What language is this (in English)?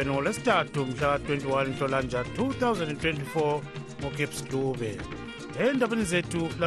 North Ndebele